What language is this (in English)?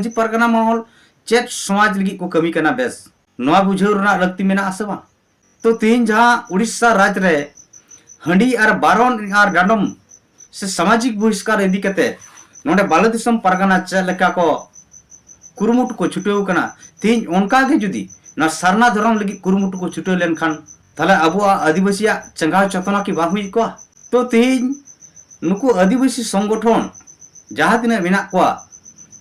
Santali